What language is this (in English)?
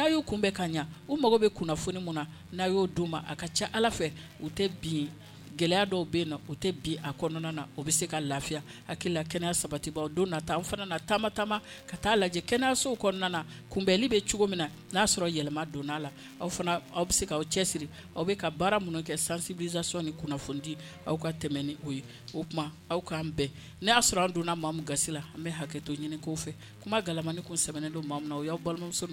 Bambara